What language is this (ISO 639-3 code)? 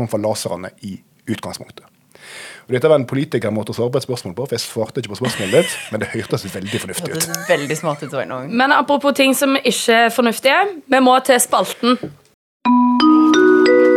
nor